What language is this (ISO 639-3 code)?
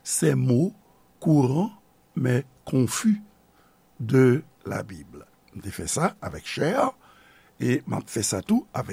hat